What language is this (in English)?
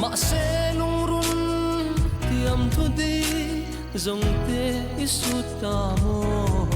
Mizo